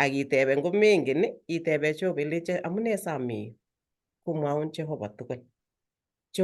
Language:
Kalenjin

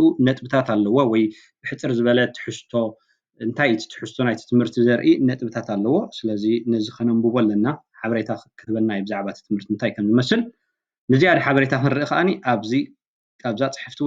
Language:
Tigrinya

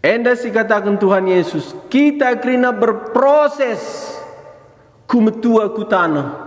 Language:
Batak Karo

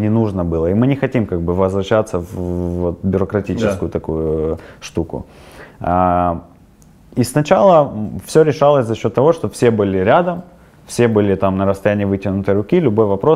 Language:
Russian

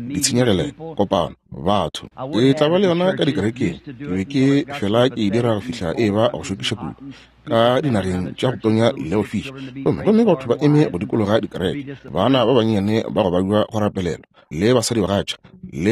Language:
Northern Sotho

